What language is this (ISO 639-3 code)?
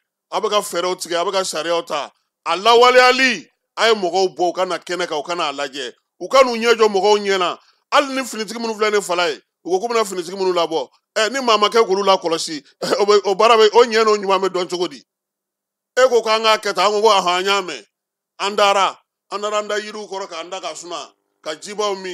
bam